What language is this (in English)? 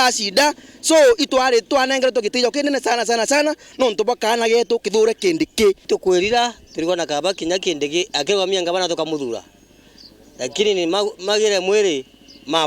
Meru